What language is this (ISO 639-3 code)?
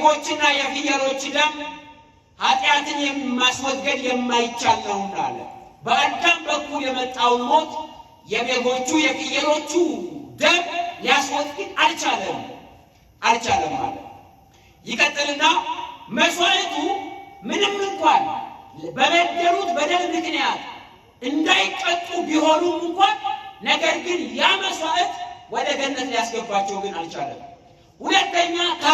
amh